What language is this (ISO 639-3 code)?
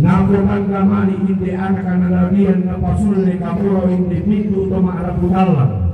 sda